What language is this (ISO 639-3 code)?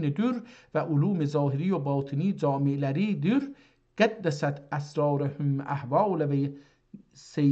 azb